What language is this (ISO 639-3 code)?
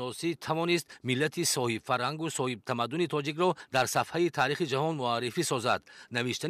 tgk